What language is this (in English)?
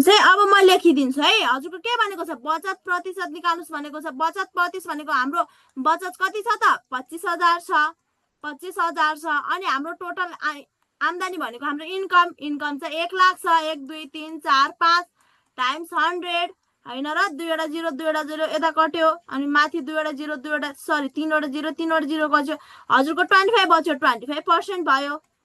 Nepali